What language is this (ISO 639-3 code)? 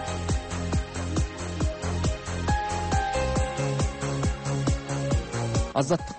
kaz